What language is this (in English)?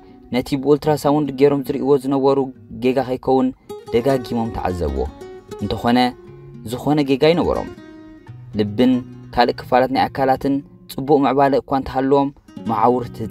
Tigrinya